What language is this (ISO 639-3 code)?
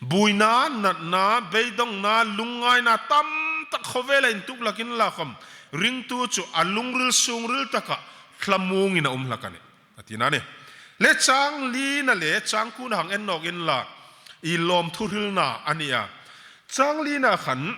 hmr